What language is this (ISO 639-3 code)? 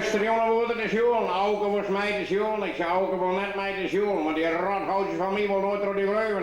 fry